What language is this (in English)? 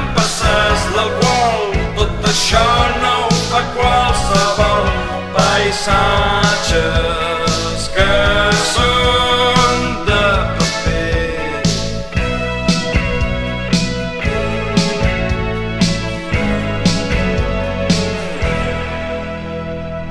Catalan